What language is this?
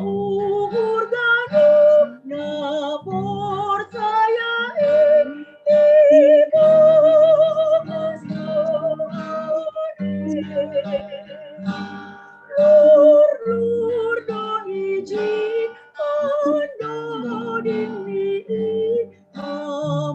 Batak Simalungun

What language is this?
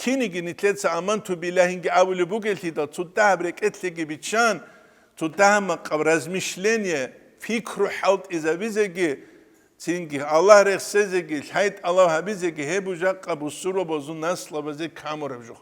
Avaric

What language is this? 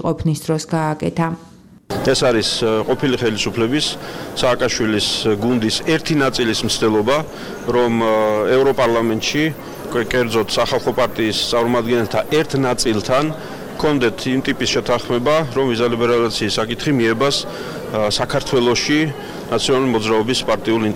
Georgian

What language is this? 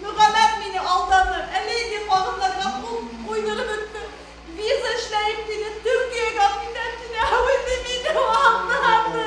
Bashkir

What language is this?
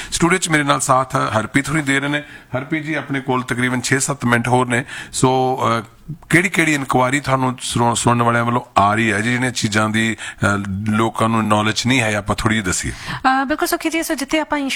Punjabi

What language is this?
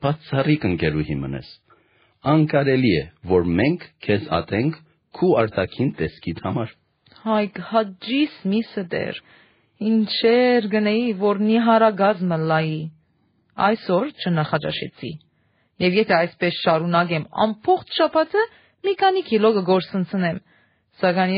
Armenian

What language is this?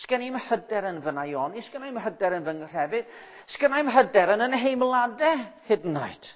Welsh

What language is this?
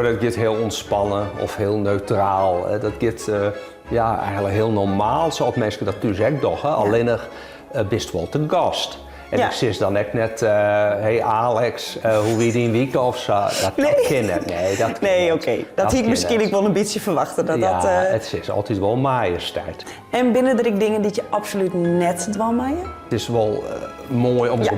Western Frisian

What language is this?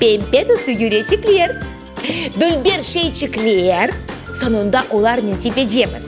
Crimean Tatar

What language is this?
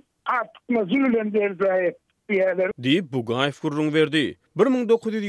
Turkmen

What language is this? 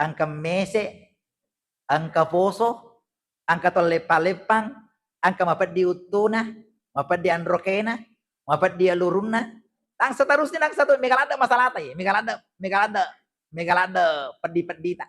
Buginese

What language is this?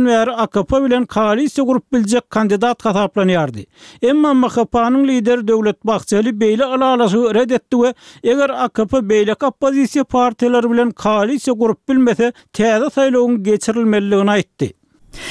Turkmen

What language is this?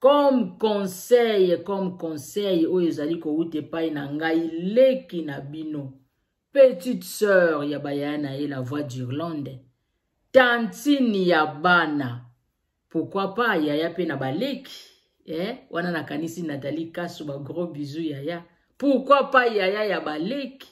Lingala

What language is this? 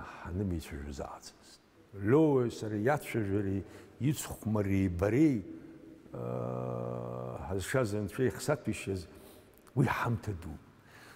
Abkhazian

